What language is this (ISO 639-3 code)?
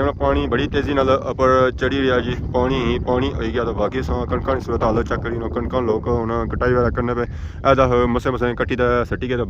phr